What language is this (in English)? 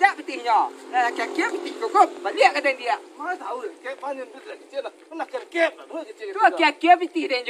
Minangkabau